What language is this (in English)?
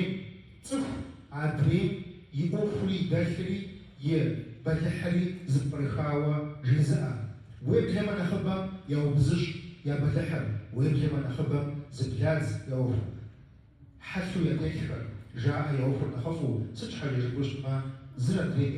Kabardian